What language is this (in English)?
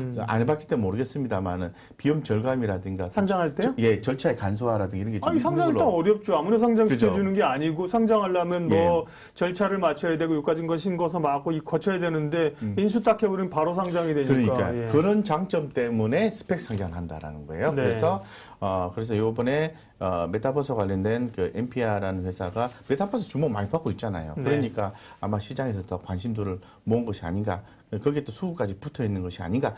Korean